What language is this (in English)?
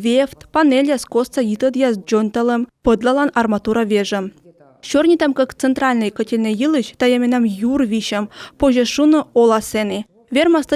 Komi